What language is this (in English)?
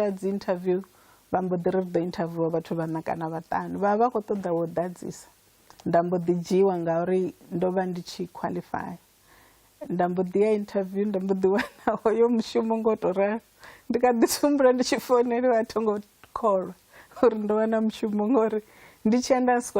Venda